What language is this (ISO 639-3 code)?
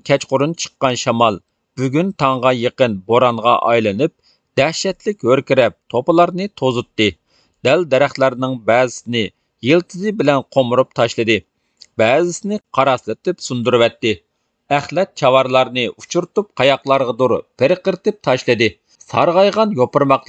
uig